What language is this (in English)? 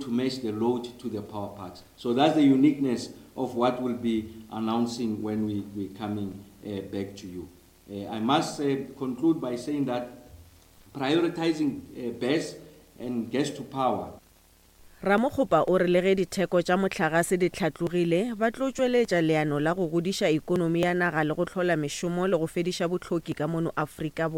Northern Sotho